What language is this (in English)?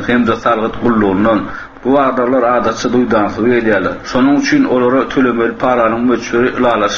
Turkmen